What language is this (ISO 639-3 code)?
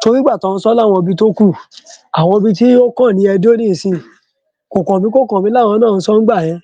yor